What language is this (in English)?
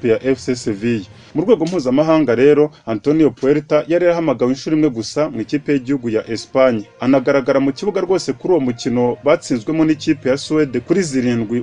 Kinyarwanda